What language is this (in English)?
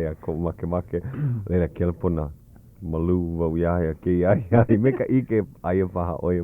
Hawaiian